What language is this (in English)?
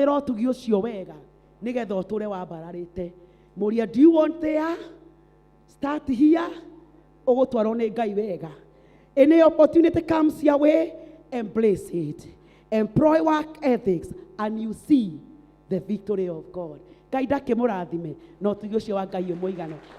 Kikuyu